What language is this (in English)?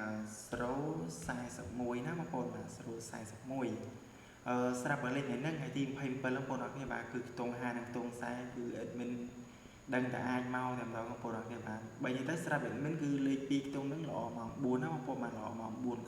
Khmer